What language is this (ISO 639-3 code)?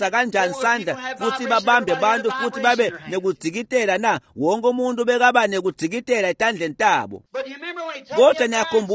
ssw